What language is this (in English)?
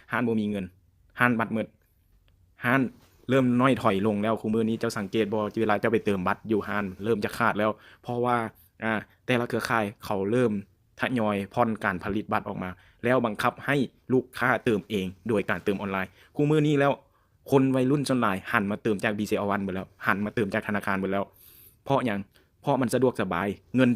Lao